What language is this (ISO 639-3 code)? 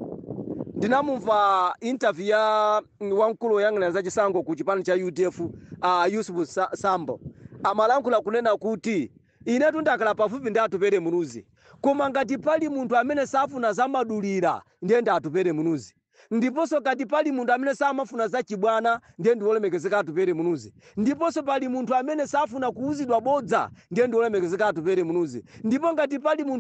nya